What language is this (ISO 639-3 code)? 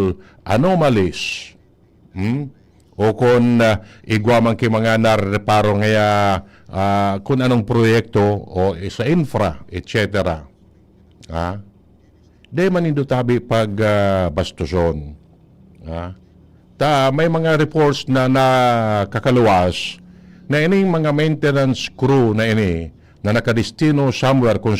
bik